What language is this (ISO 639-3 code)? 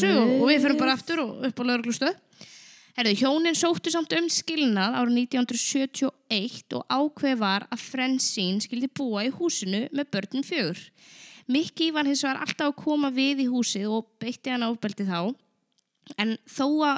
isl